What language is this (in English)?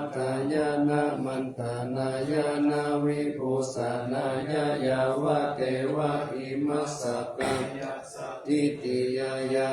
Pali